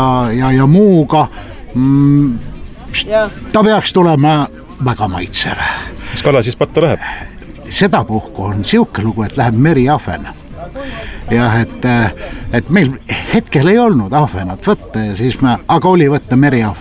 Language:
Estonian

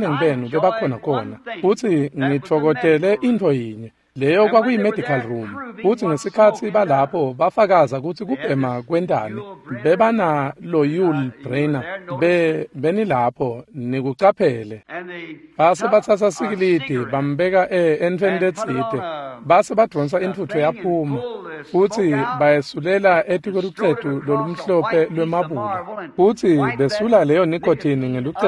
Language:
Swati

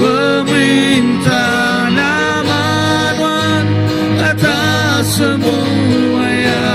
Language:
Iban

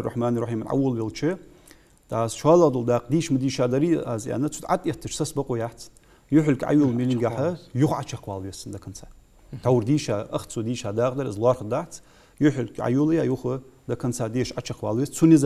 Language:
Ingush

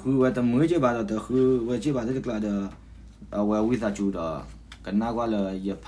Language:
S'gaw Karen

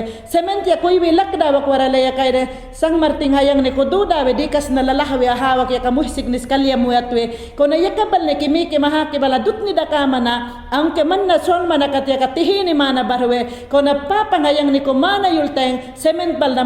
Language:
Mayangna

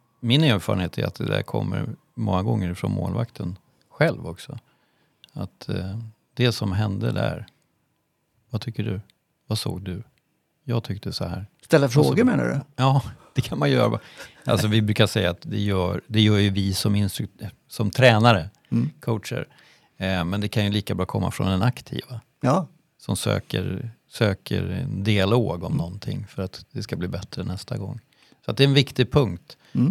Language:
Swedish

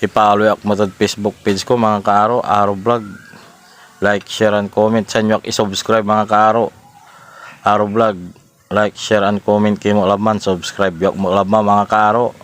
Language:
Pangasinan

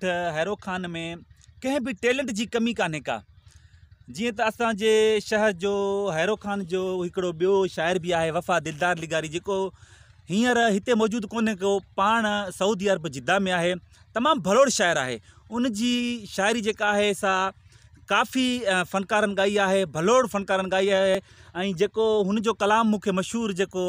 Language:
Sindhi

